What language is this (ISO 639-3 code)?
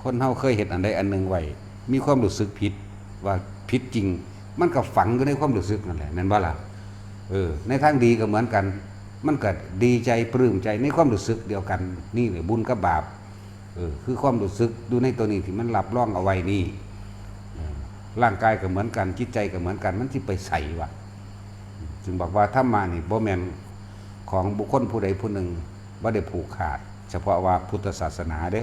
tts